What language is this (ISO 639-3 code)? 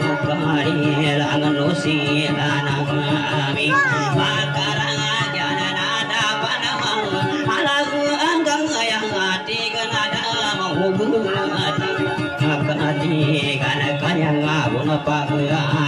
ind